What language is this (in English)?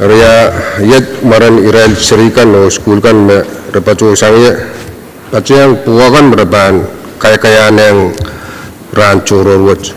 Pohnpeian